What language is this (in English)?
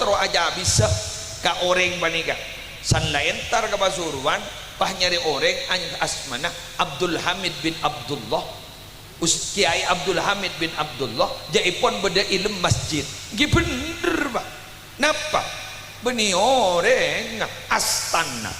Madurese